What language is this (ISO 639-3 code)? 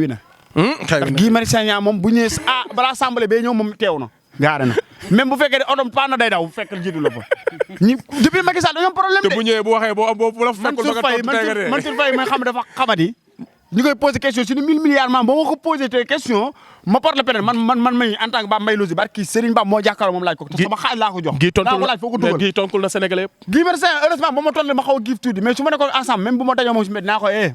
wol